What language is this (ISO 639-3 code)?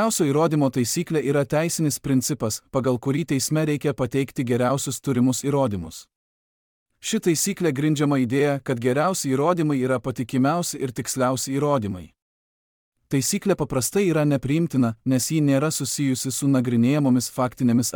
lit